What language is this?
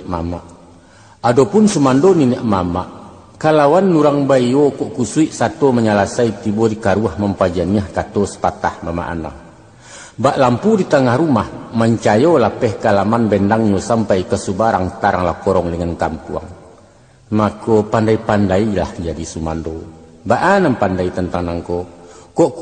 Minangkabau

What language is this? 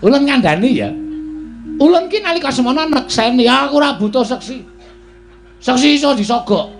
Javanese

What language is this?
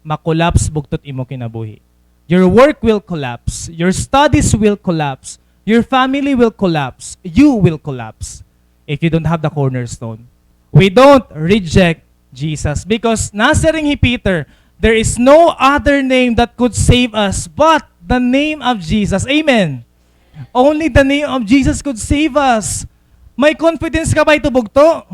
Waray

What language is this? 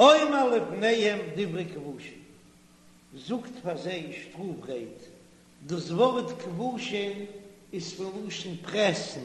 Yiddish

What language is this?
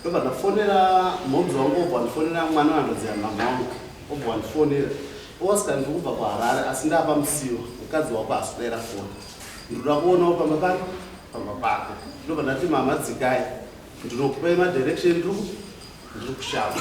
Shona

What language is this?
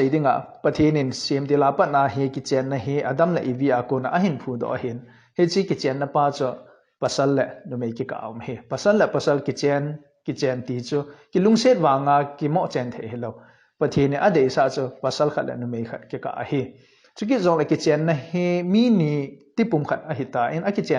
Thado Chin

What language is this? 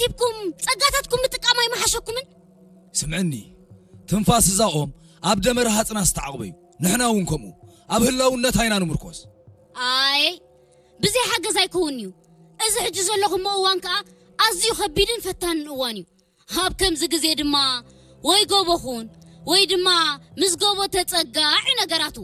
Tigrinya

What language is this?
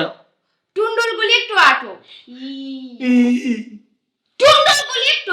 Sylheti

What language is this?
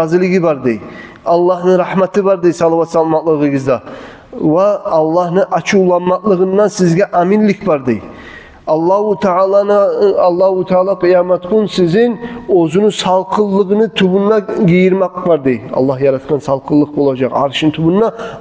Kumyk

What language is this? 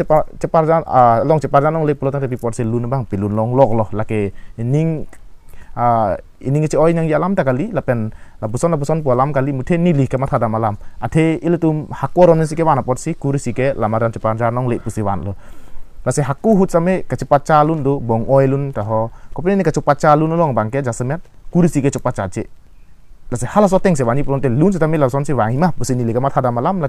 Karbi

